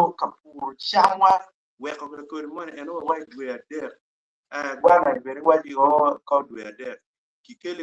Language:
Acoli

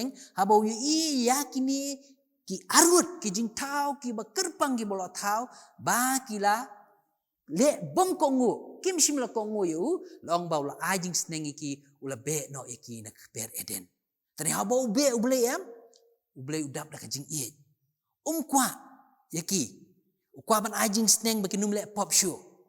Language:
Khasi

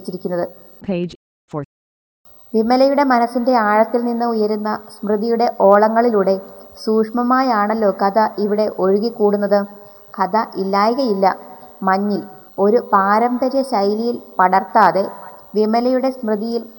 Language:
Malayalam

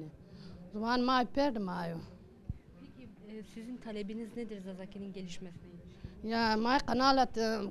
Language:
Zaza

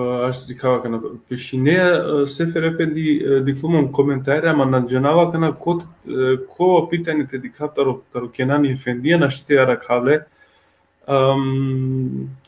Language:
Balkan Romani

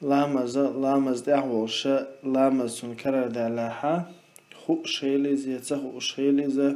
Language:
Chechen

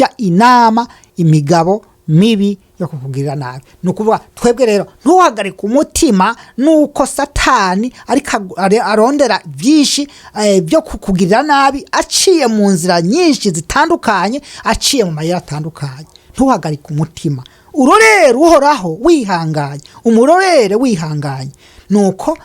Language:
Rundi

